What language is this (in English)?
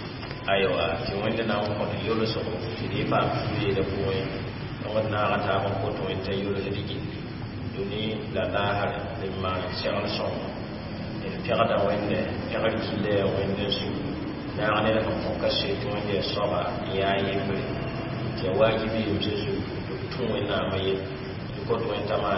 Mossi